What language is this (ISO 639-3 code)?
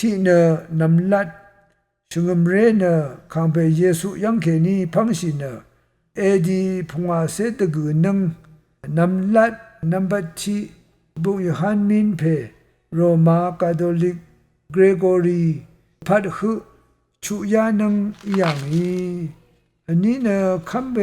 raw